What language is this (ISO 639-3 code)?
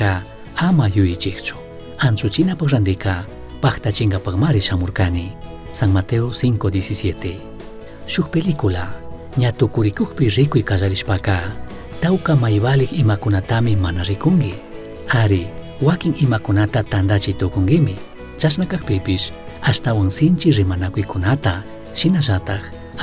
qug